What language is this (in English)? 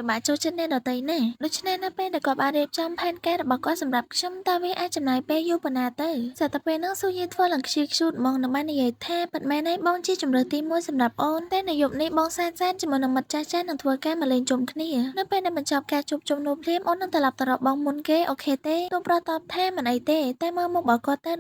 Khmer